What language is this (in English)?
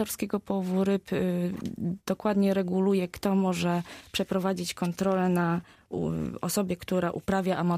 Polish